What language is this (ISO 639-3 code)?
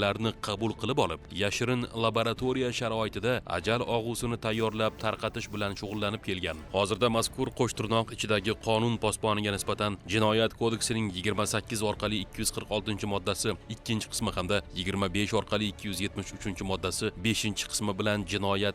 uzb